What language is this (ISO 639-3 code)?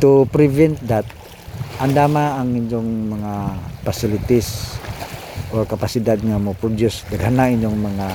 ceb